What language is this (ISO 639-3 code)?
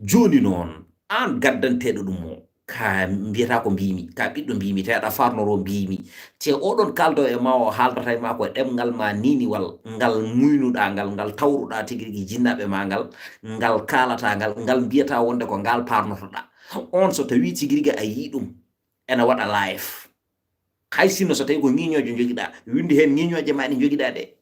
ful